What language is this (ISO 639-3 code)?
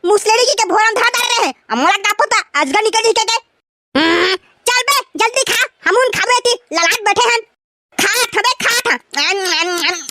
hne